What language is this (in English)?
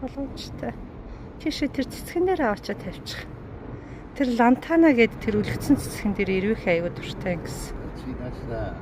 Mongolian